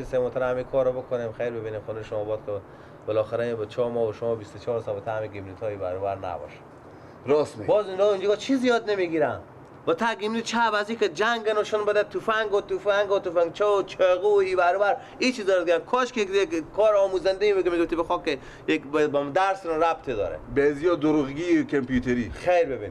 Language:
Persian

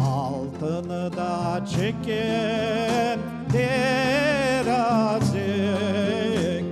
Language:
Crimean Tatar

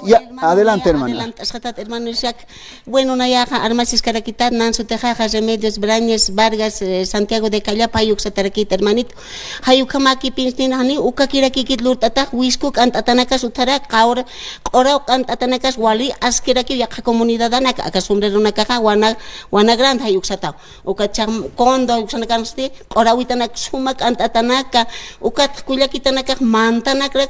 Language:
Aymara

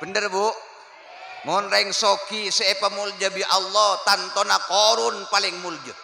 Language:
Madurese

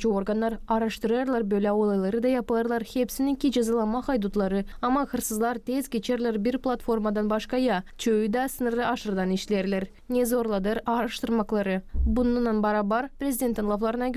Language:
Gagauz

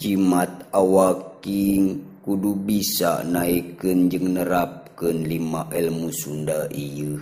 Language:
Sundanese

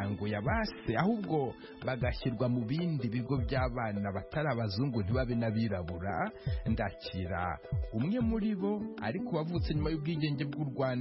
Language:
Kinyarwanda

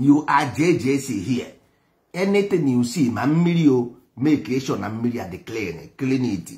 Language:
Igbo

